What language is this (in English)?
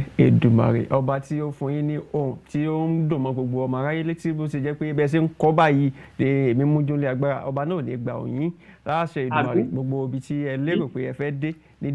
Yoruba